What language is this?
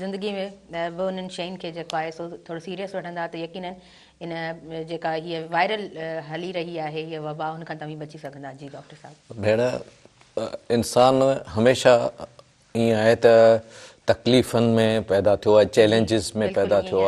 Sindhi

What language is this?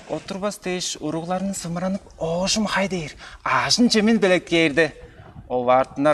Tuvinian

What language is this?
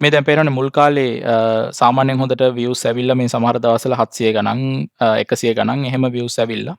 Sinhala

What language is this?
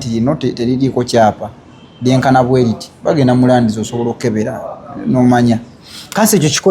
Ganda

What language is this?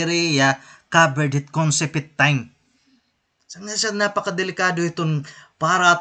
Waray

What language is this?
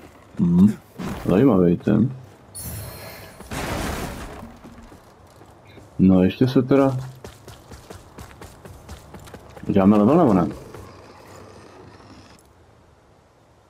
Czech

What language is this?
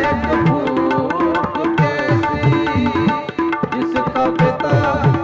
Punjabi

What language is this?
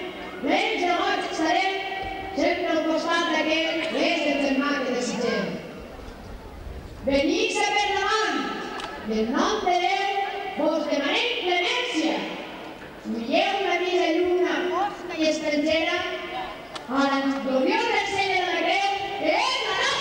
Catalan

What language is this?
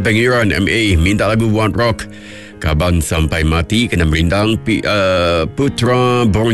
Iban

